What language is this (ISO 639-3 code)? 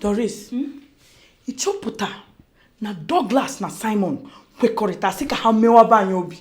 ibo